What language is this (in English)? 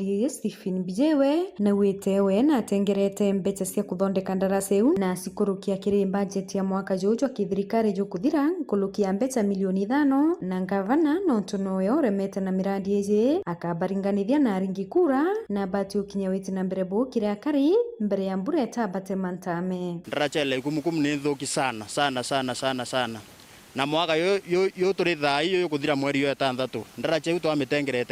Meru